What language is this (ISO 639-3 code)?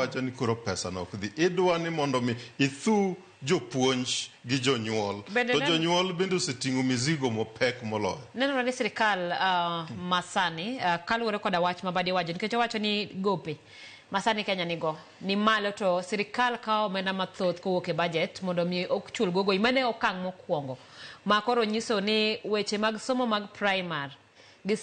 luo